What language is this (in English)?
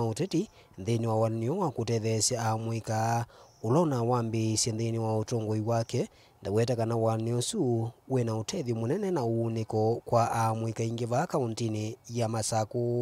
Kamba